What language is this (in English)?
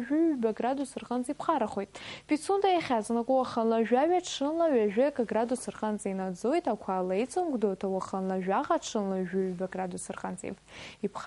Abkhazian